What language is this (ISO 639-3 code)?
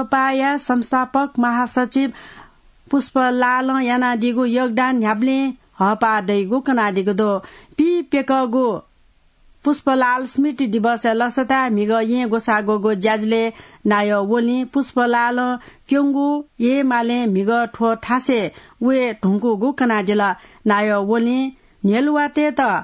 new